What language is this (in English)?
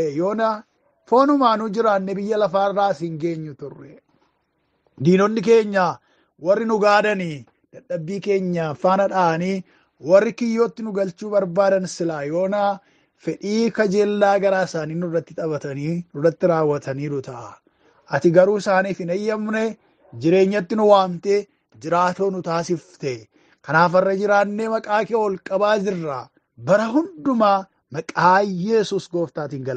Oromo